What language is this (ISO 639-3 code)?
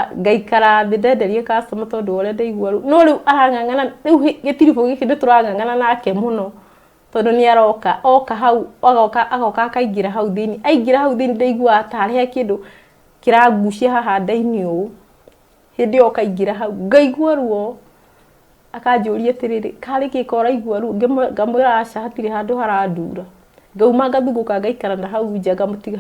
kik